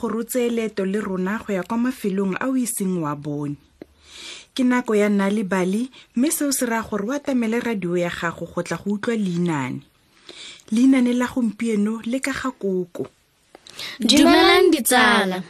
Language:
Tswana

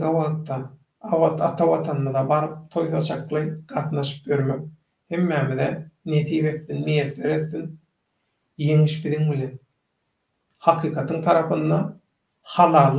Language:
Turkmen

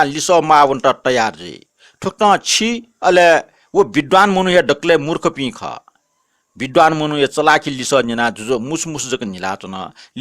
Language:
Newari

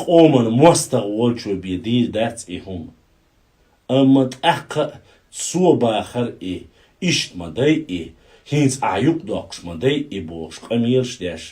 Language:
Chechen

